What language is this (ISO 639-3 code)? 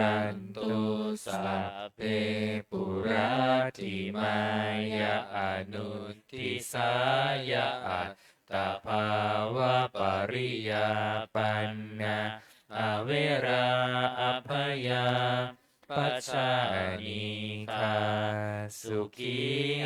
pli